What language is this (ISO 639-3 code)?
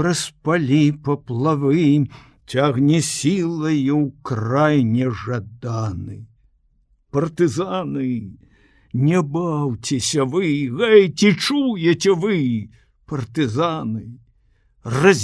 bel